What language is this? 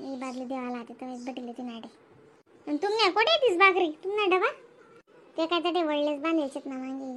Khandesi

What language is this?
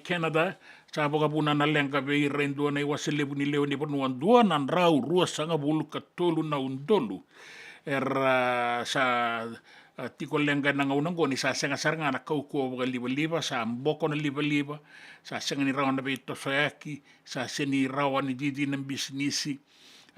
Fijian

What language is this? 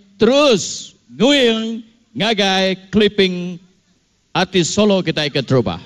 Iban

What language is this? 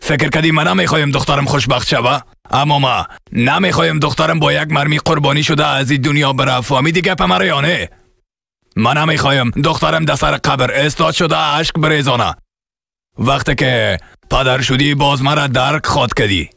Persian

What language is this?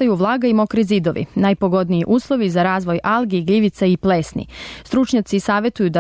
Serbian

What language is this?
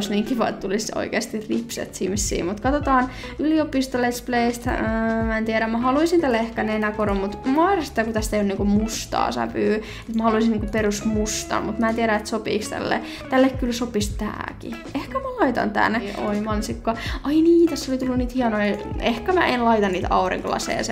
Finnish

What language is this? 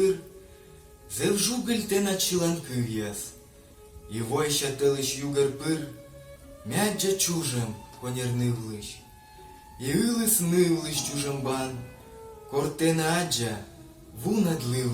Komi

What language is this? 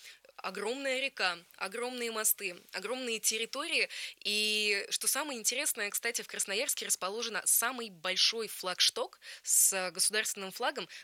Russian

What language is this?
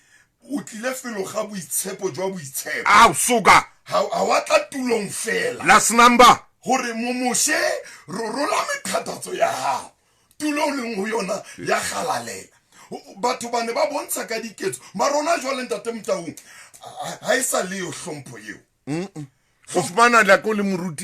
Southern Sotho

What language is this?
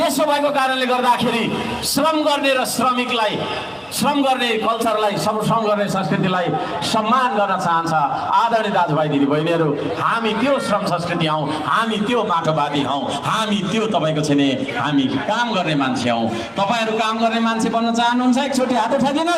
Nepali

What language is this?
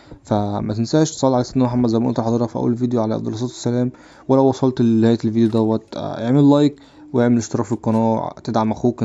Egyptian Arabic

